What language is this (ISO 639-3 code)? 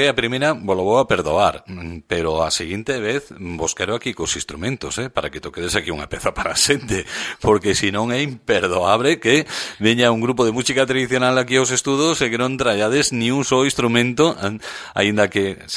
glg